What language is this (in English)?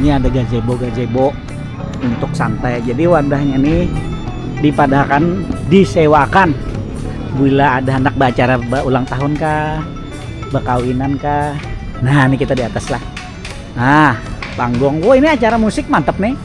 Banjar